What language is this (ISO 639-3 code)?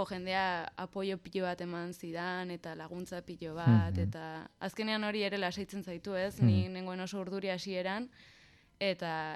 eus